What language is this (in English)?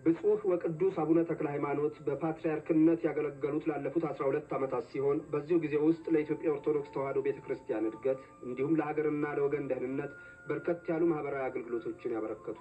Amharic